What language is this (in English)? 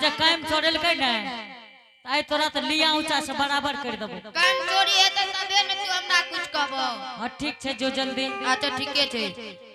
Angika